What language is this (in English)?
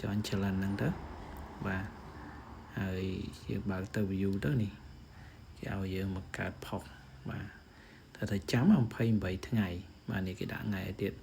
Khmer